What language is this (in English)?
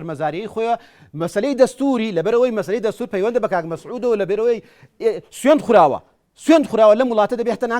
Central Kurdish